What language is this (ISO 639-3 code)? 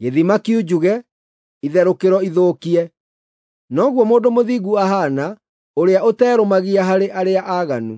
kik